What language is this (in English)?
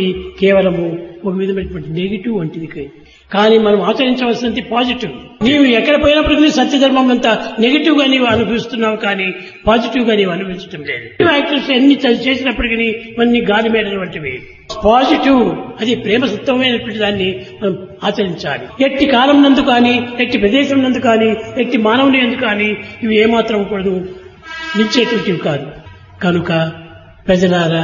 Telugu